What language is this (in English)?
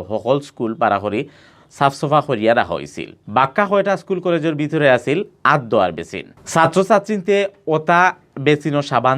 Sylheti